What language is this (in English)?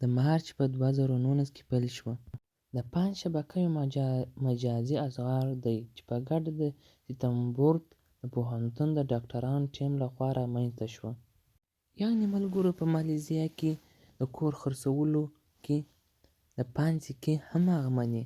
Pashto